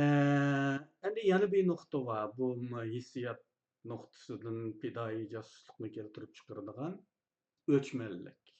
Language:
Uyghur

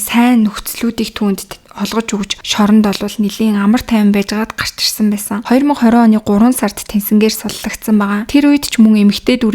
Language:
Mongolian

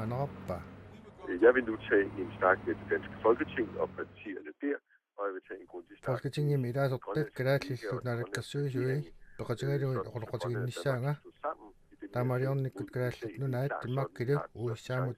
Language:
Kalaallisut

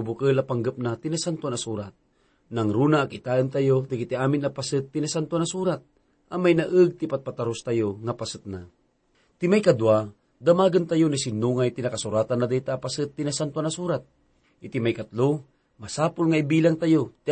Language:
Iloko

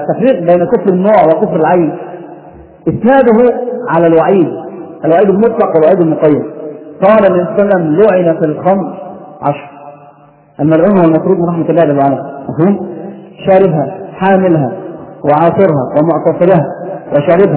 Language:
Arabic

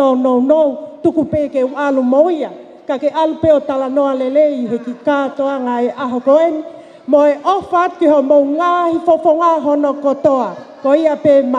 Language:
Tongan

